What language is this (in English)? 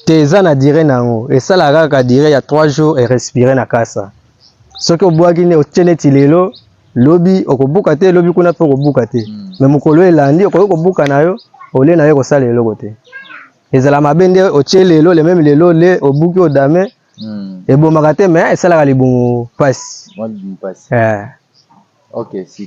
Lingala